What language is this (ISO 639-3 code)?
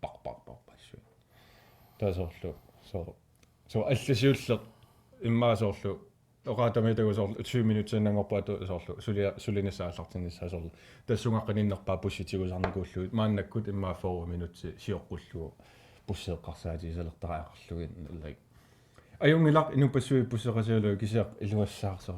kal